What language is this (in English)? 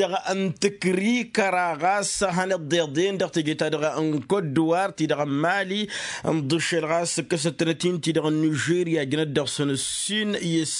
Tamasheq